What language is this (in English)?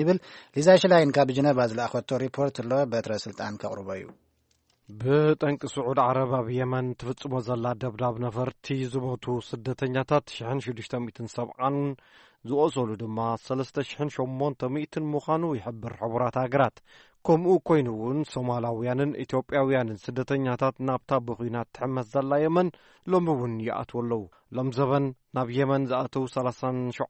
Tigrinya